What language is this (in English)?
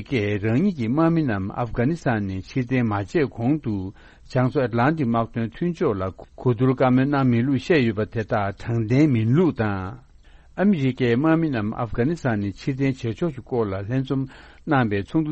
Tibetan